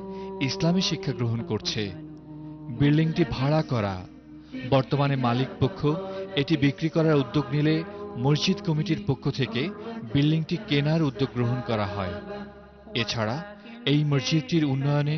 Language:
Bangla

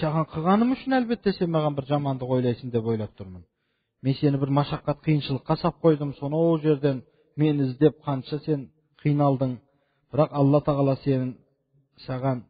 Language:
Kazakh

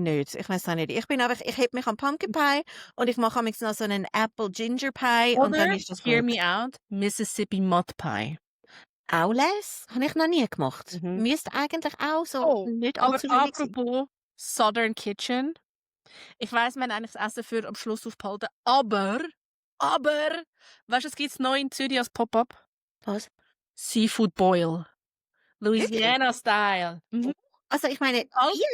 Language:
Swiss German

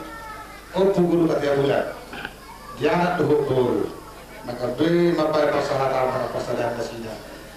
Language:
Batak Toba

